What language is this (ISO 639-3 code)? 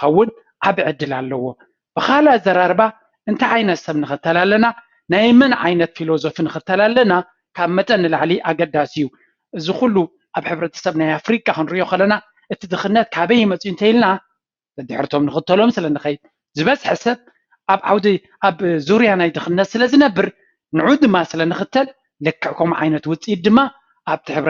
tir